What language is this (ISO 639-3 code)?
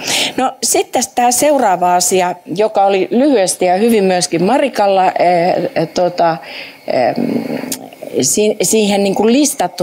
fin